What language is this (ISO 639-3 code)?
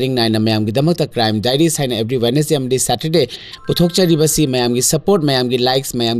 mni